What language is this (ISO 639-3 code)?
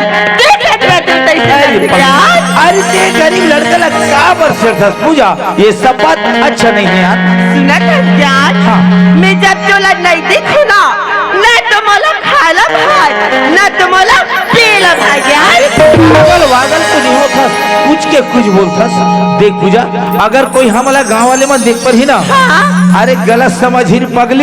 hne